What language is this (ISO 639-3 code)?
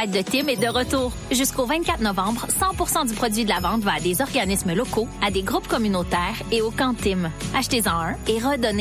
fra